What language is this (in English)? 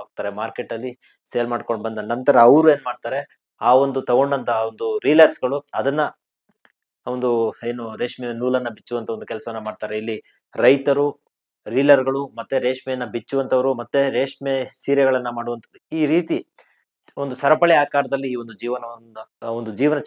Kannada